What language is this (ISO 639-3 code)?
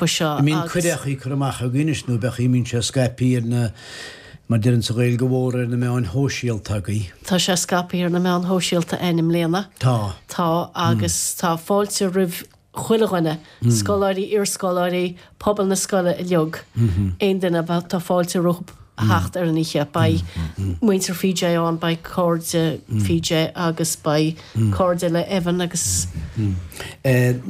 gle